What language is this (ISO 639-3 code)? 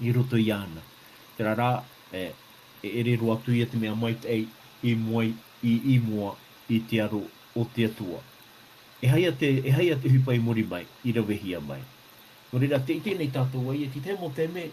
tah